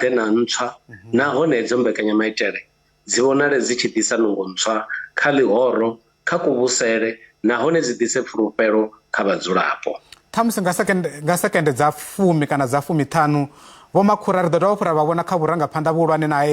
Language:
Venda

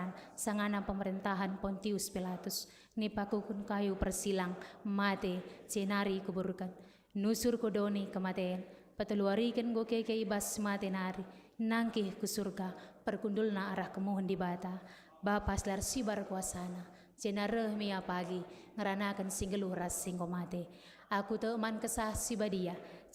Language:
Batak Karo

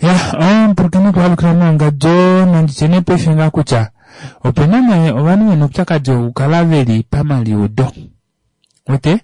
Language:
Kuanyama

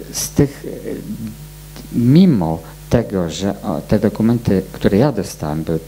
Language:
Polish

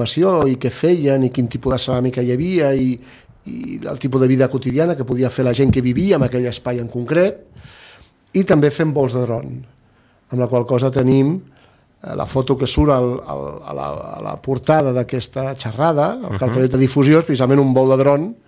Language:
Catalan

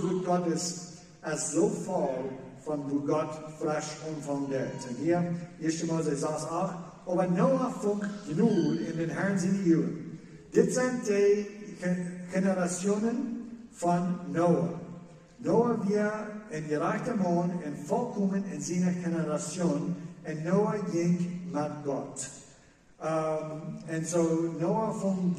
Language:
Plautdietsch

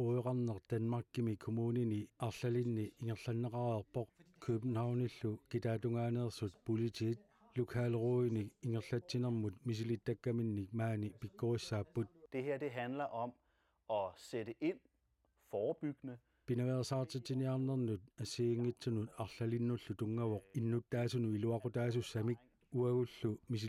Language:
Kalaallisut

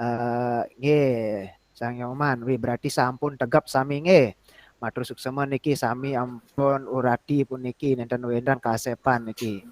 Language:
Balinese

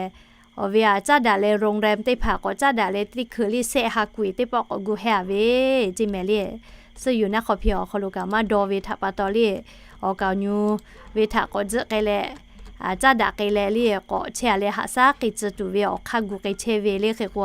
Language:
Lahu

